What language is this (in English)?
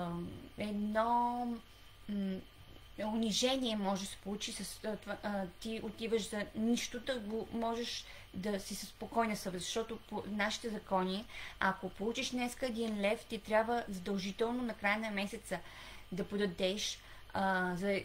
Bulgarian